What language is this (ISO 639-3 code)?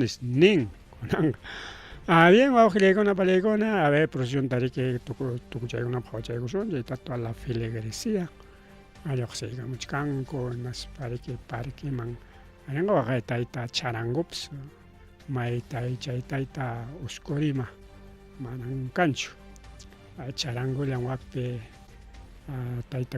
quy